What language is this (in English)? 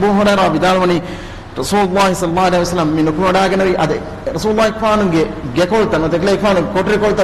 Divehi